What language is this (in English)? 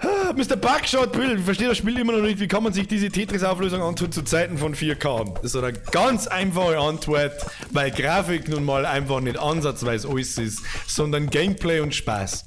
Bavarian